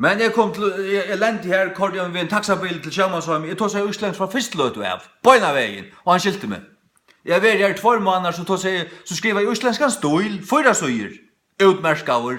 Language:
Faroese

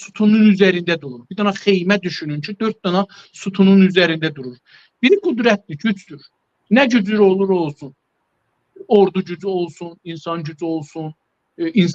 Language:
South Azerbaijani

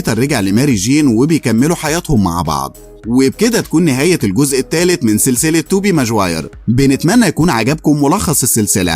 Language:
Egyptian Arabic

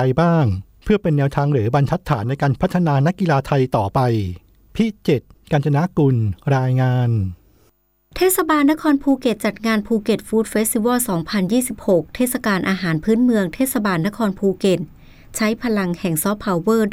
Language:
Thai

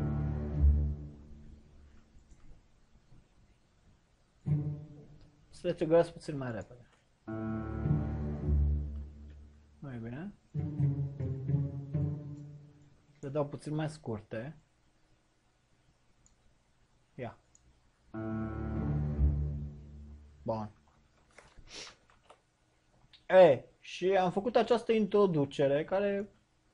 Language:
Romanian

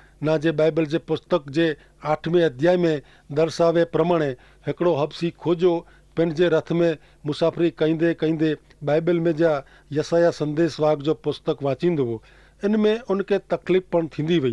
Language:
Kachhi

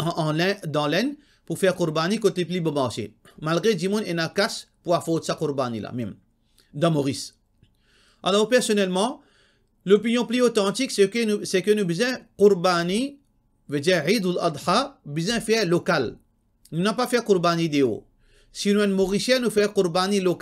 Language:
Morisyen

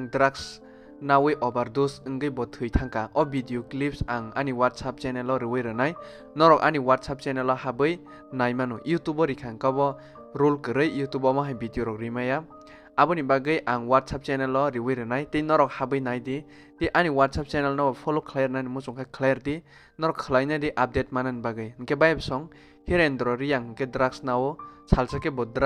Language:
Kok Borok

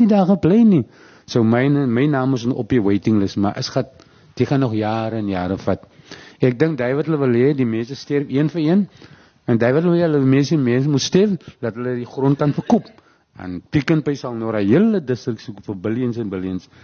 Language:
Afrikaans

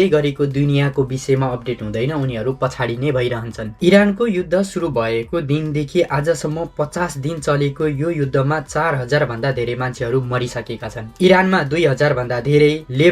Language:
Nepali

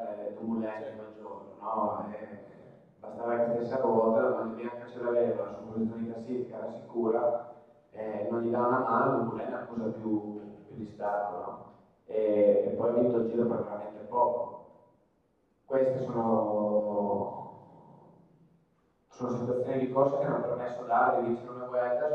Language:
Italian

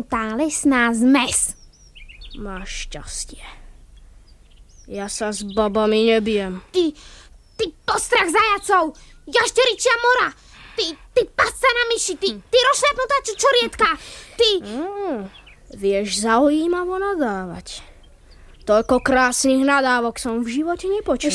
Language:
Slovak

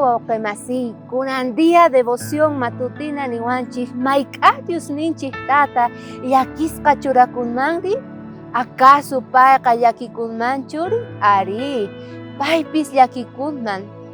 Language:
South Bolivian Quechua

